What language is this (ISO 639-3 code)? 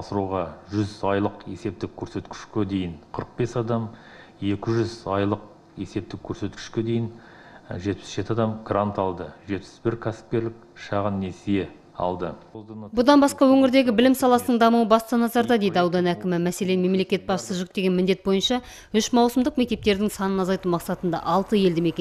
kaz